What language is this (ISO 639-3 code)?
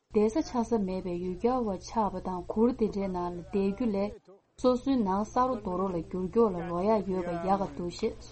bod